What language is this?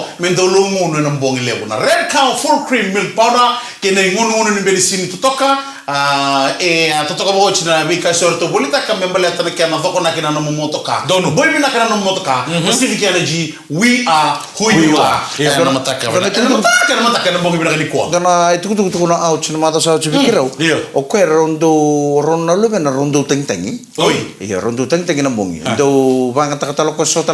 Fijian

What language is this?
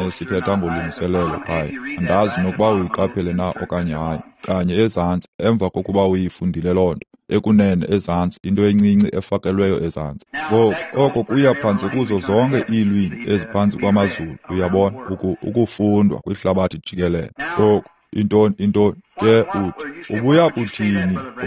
Xhosa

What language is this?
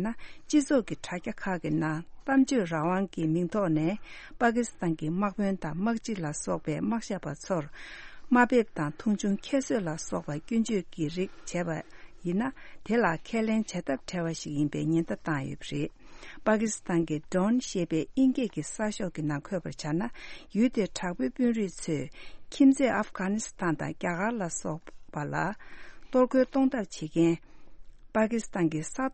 Tibetan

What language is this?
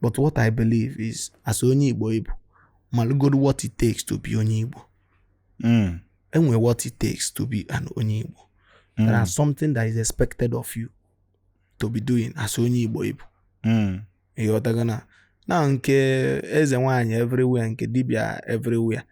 Igbo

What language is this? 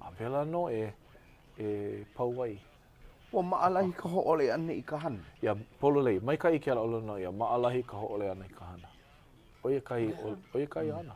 Hawaiian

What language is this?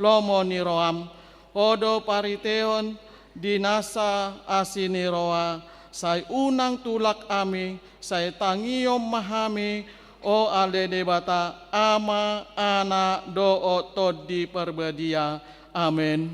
Batak Toba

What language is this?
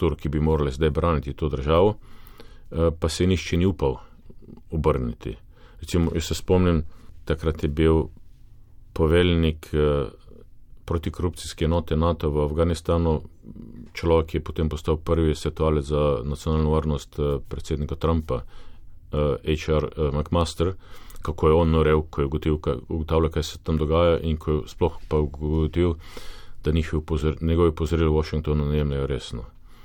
Slovenian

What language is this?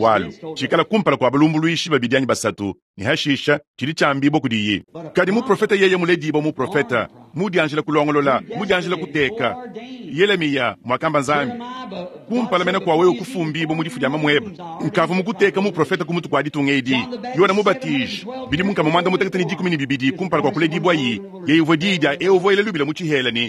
Luba-Lulua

